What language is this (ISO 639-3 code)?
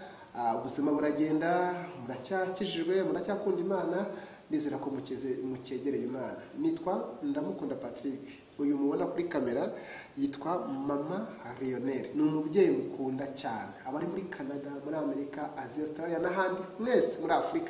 kin